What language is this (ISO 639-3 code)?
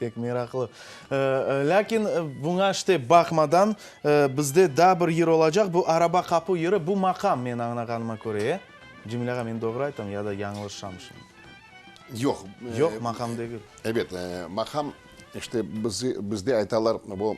crh